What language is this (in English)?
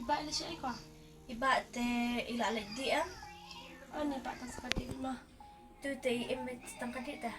Khasi